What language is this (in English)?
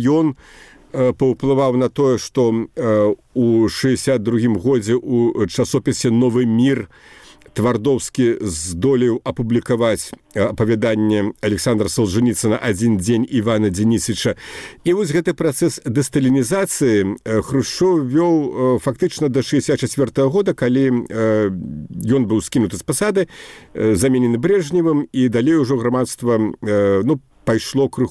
Belarusian